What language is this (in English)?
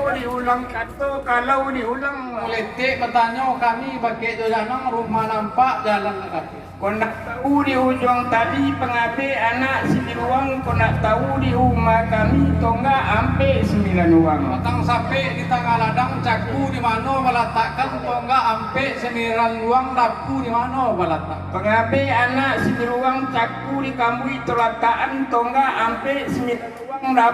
Minangkabau